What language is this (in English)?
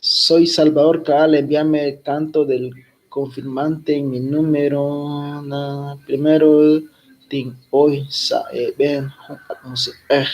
Kekchí